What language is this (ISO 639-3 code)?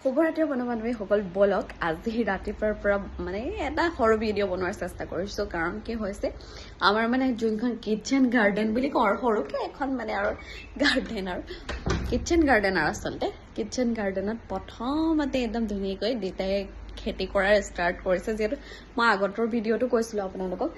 asm